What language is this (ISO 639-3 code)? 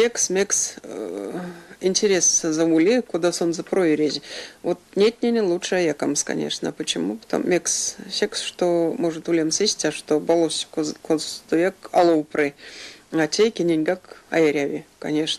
myv